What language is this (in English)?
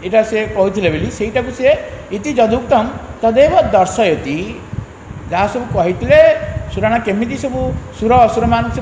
Odia